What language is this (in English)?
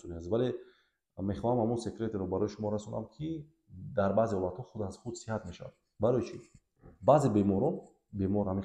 Tajik